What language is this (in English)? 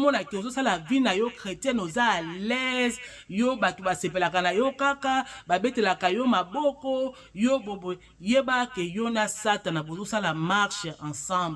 Lingala